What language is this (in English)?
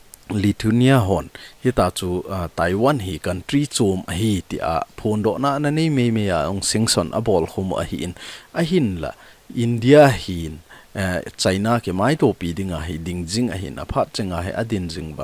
Thado Chin